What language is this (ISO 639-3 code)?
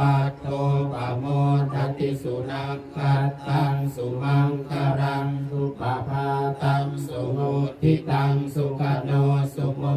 pli